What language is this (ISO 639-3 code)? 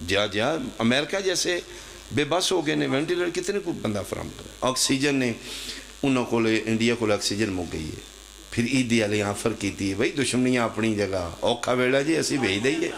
phr